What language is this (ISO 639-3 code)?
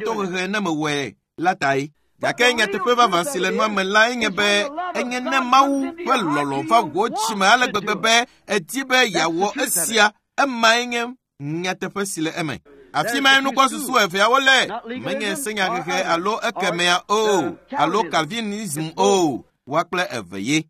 ewe